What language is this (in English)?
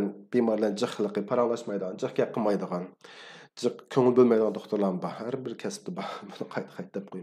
Uyghur